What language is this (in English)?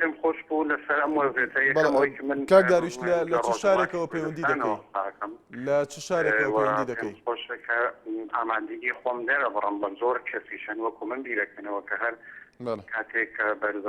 Central Kurdish